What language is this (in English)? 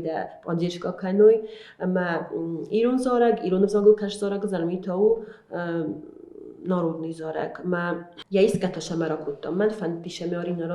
Ossetic